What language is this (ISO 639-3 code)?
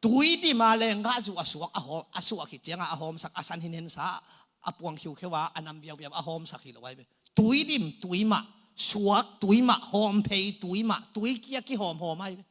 ctd